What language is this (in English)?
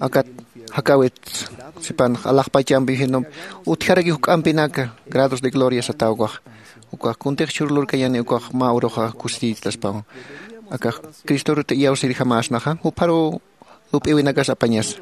Aymara